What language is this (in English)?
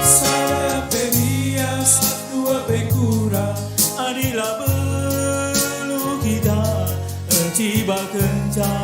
Batak Karo